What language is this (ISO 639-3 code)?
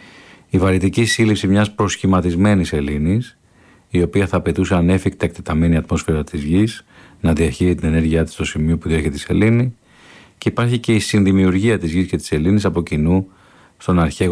ell